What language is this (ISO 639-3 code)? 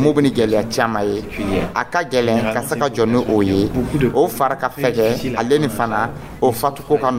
dyu